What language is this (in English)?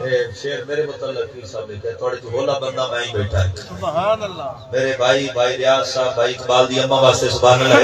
Saraiki